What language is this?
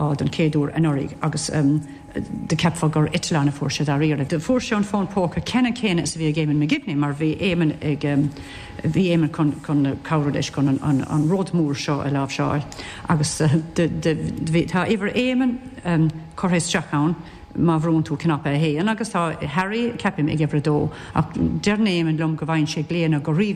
Irish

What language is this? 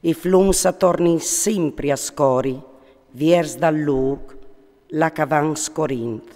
Friulian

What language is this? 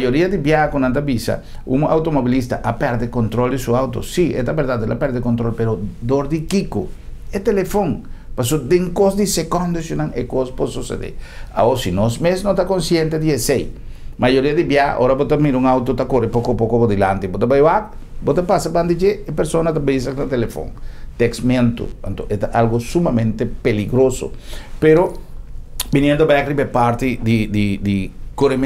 Papiamento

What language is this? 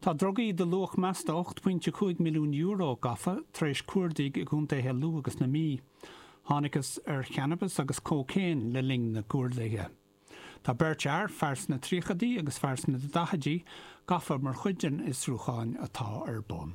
Irish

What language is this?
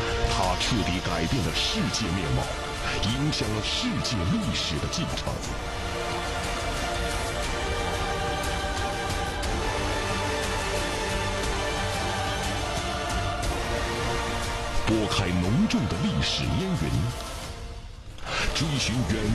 Chinese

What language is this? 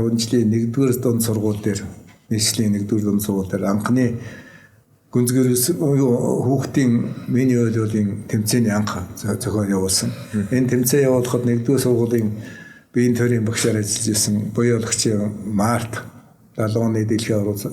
Mongolian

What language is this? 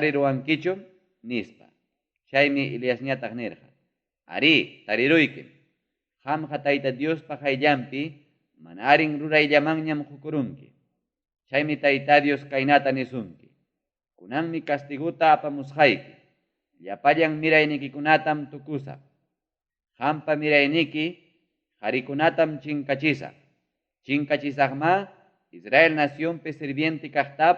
Ayacucho Quechua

